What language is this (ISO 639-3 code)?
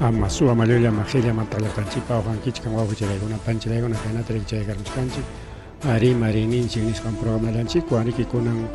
quy